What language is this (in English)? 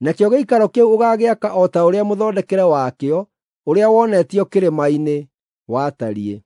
Kikuyu